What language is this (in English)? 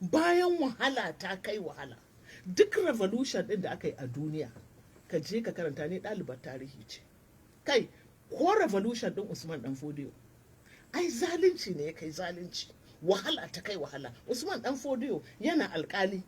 Hausa